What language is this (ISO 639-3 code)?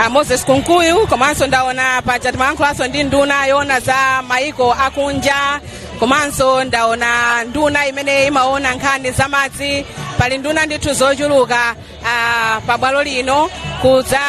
nya